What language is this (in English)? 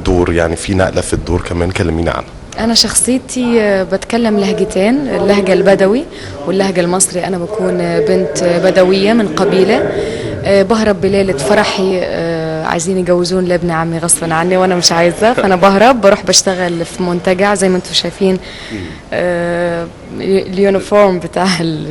Egyptian Arabic